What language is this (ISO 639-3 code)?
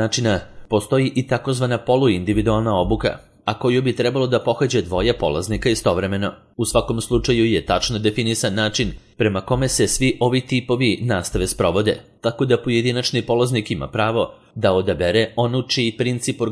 srp